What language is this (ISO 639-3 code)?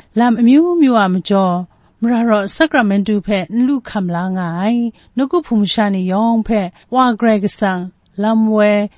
kac